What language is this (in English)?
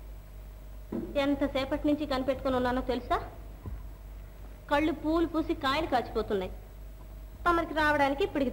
Telugu